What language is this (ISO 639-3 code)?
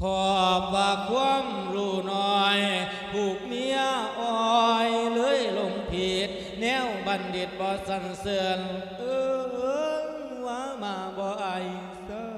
lao